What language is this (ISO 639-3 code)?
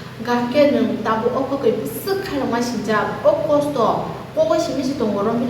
trp